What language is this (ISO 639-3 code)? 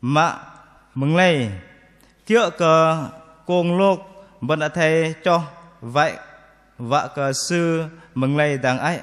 bdq